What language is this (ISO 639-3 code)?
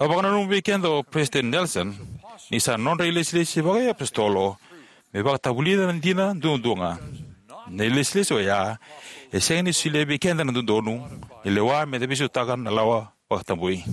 fij